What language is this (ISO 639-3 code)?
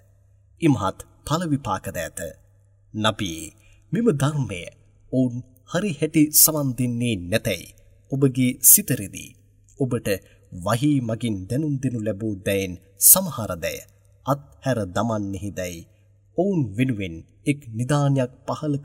sin